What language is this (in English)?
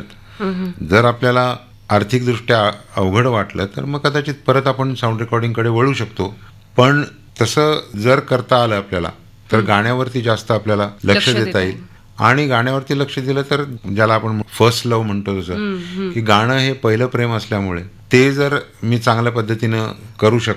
Marathi